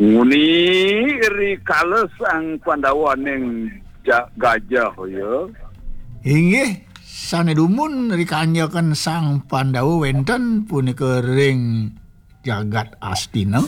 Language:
Balinese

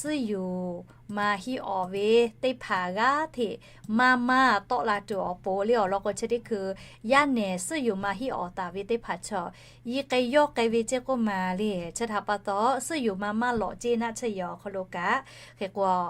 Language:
Lahu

